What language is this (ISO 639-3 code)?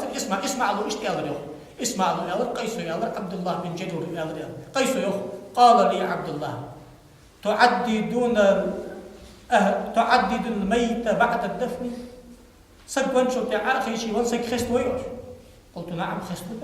inh